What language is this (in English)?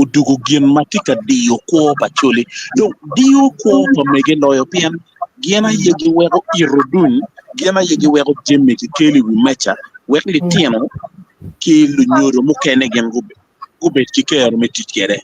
Acoli